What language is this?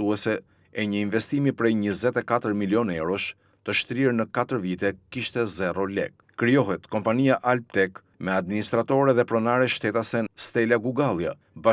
Albanian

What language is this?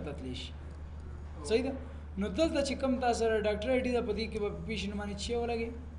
Pashto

